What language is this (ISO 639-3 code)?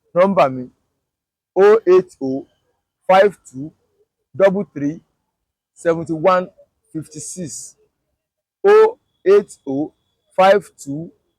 yor